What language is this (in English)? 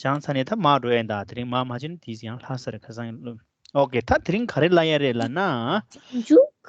Tibetan